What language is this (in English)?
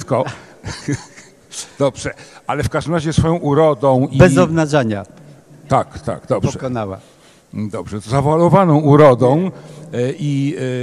Polish